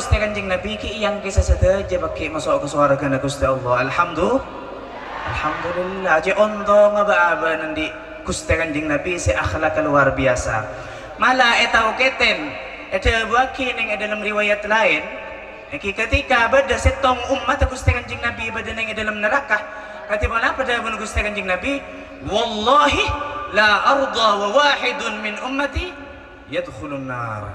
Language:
Madurese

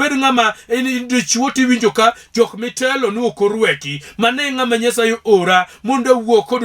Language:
Luo (Kenya and Tanzania)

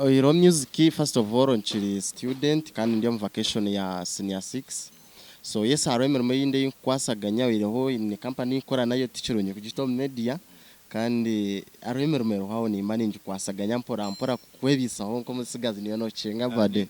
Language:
Nyankole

